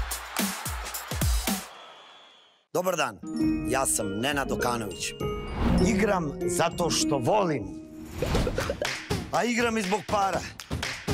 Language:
Serbian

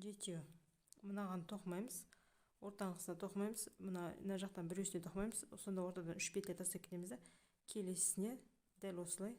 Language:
Kazakh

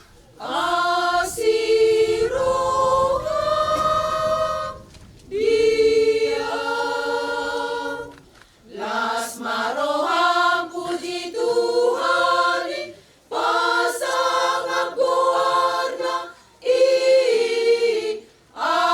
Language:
Batak Toba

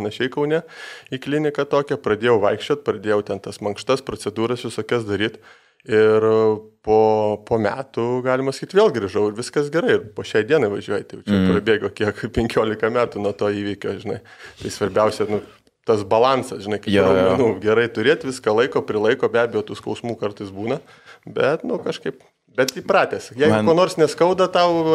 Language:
Lithuanian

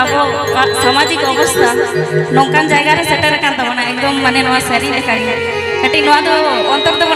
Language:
Santali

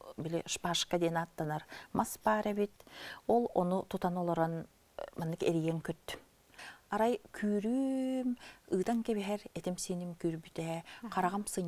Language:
Yakut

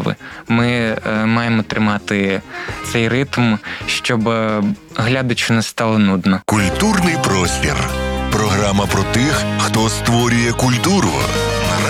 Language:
Ukrainian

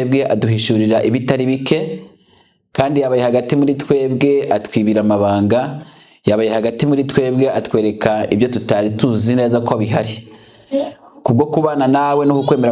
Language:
Rundi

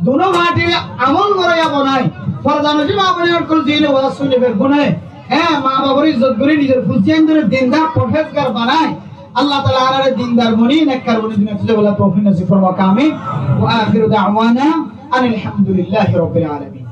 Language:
Rohingya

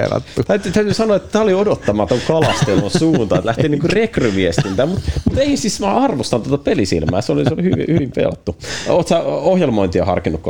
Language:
Finnish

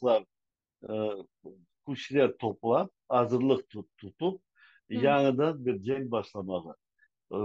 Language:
Crimean Tatar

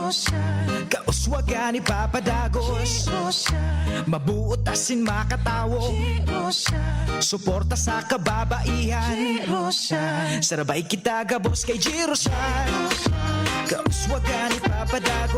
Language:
Bikol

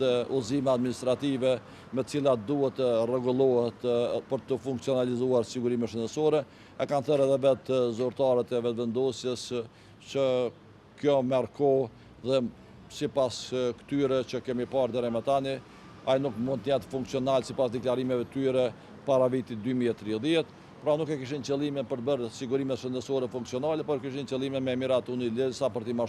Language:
Albanian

